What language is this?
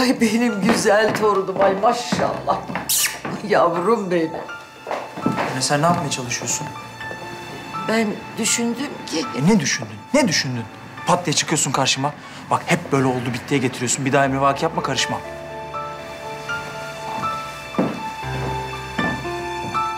Turkish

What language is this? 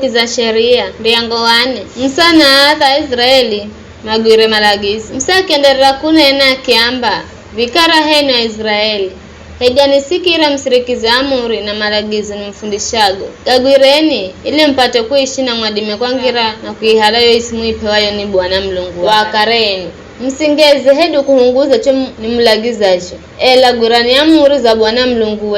Giryama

